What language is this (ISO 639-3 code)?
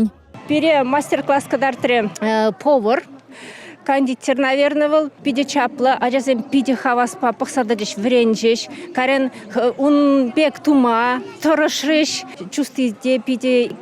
chv